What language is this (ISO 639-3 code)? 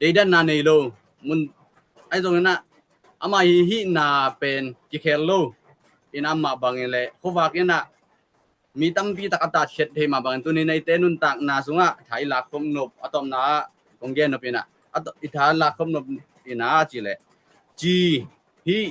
ctd